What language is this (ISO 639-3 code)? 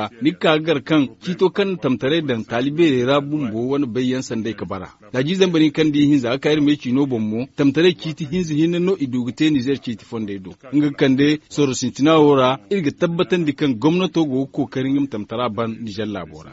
dje